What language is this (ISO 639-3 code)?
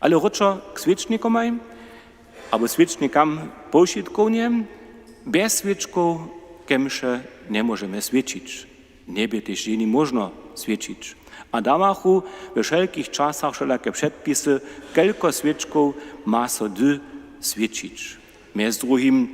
hsb